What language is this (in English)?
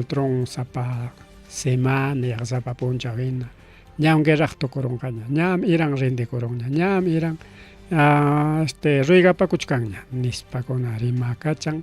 Ayacucho Quechua